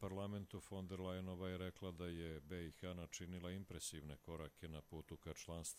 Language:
Bosnian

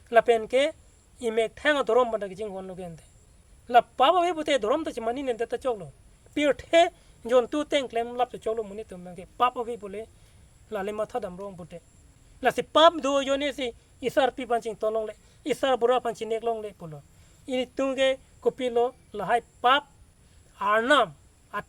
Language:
Karbi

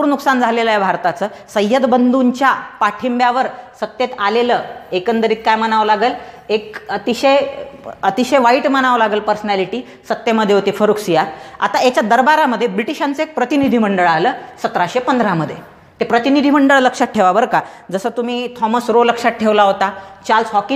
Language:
Marathi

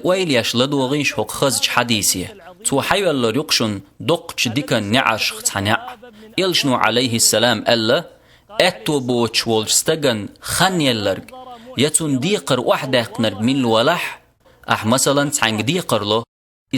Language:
Chechen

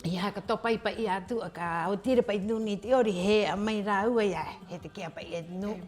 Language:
Rapanui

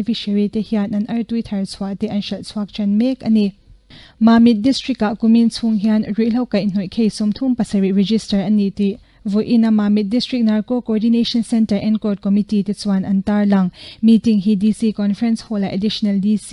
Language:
Mizo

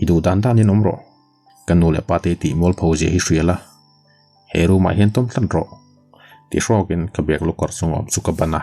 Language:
Mizo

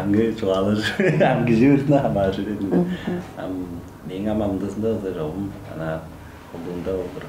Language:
Tuvinian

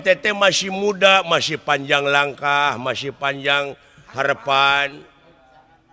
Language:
Sundanese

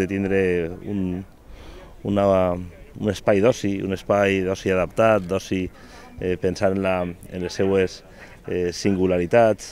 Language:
Catalan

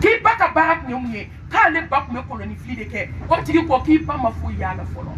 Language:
Bambara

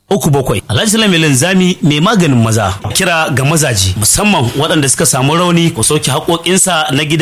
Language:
Hausa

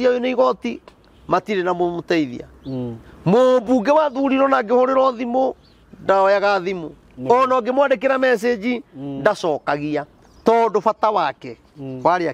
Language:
Kikuyu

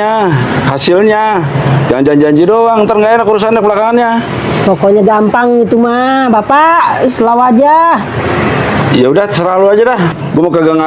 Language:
Betawi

